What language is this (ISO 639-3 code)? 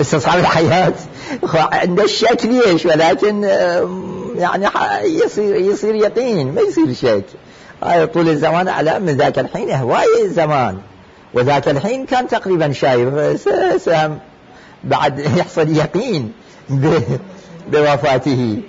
acm